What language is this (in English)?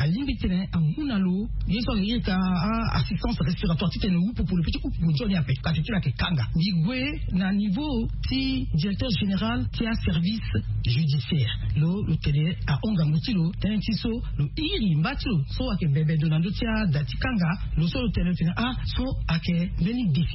Sango